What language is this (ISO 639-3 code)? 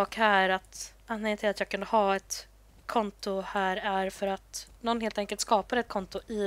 swe